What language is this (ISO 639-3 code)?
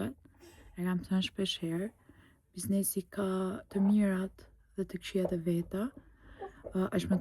sqi